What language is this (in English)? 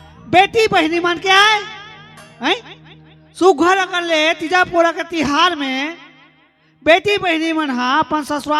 Chhattisgarhi